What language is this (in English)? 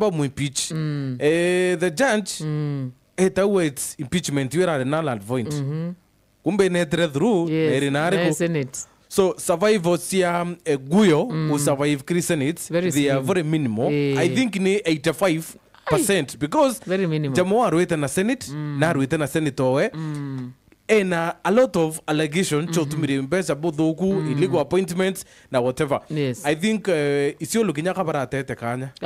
Meru